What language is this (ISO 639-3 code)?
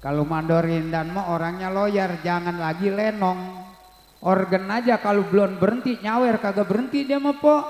bew